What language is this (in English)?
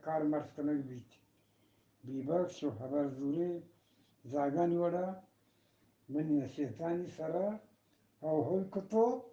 Eastern Balochi